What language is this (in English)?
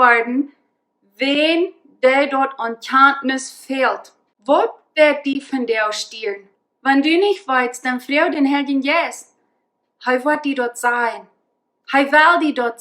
Plautdietsch